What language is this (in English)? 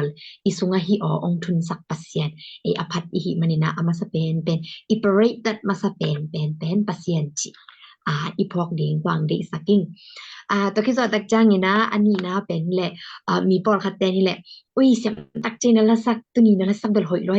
Tedim Chin